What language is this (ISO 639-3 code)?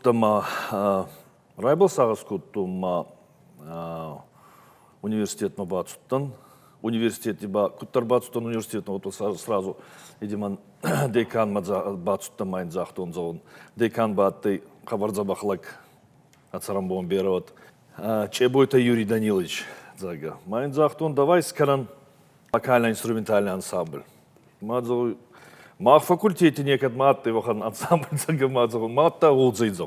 oss